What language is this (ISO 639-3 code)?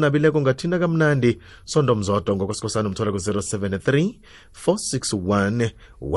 nbl